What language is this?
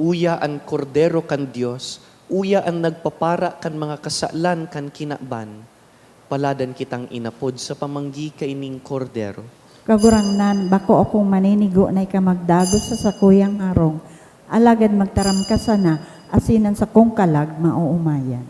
Bikol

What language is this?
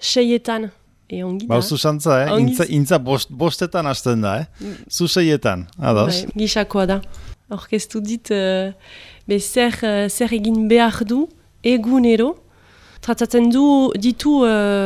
Basque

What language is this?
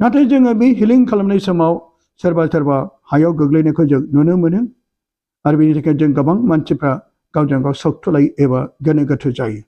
Bodo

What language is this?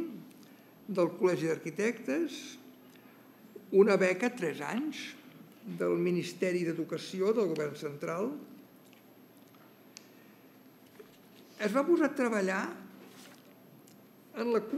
Catalan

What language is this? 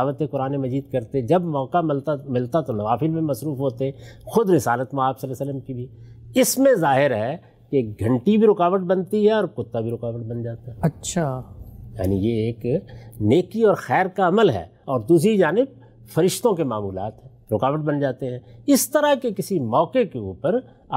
Urdu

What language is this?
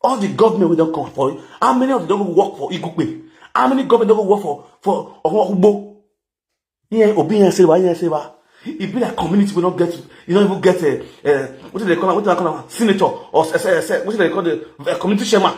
Nigerian Pidgin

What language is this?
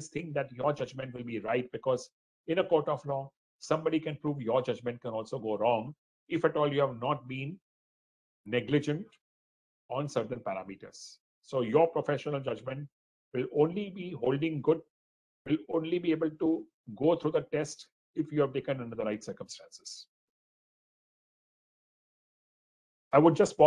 English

